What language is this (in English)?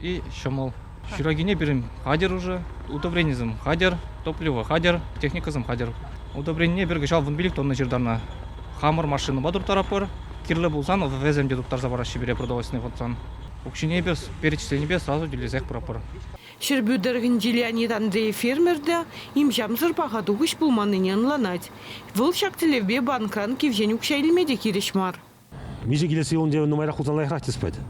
Chuvash